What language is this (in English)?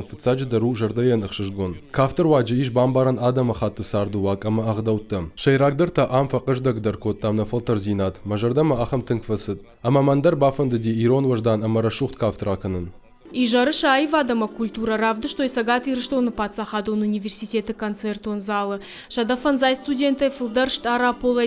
Ossetic